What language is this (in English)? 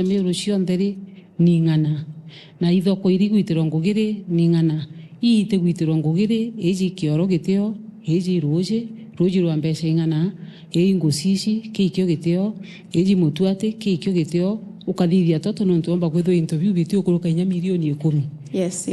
Meru